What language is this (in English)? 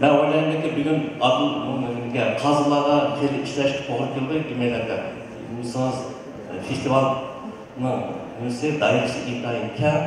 Uyghur